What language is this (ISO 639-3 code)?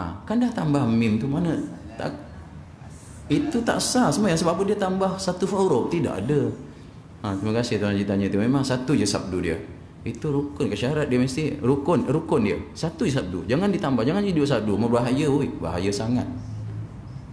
msa